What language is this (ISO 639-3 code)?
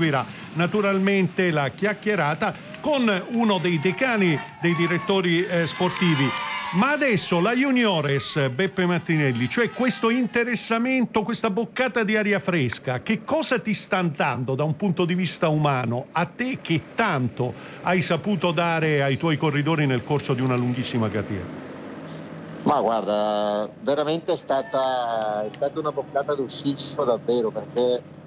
ita